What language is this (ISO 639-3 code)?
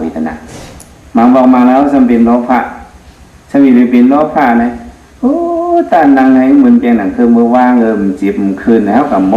shn